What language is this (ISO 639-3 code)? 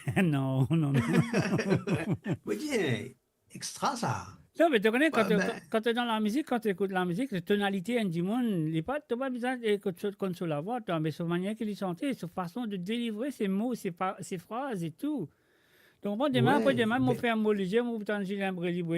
mfe